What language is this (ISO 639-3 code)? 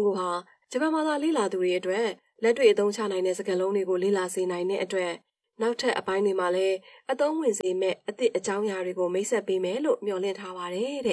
mya